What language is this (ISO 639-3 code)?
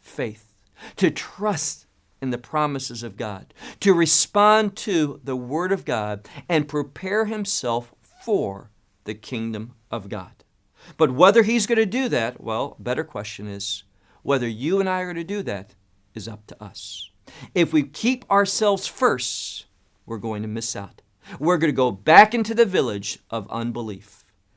eng